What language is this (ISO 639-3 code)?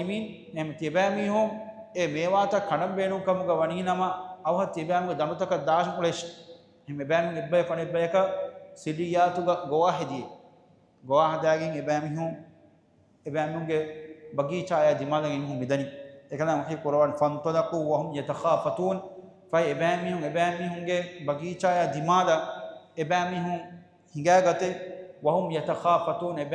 div